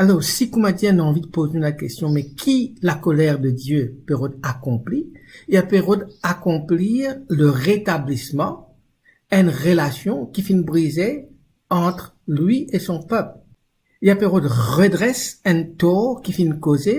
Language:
Morisyen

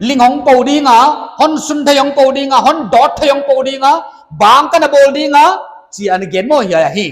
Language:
Paite Chin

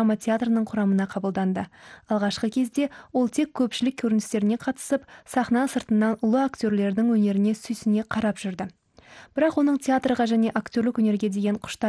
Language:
Kazakh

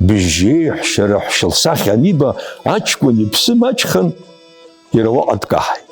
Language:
Abkhazian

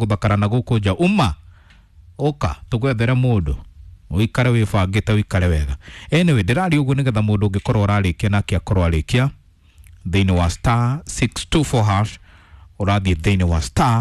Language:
Kikuyu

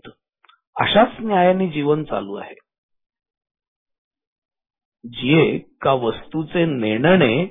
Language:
Marathi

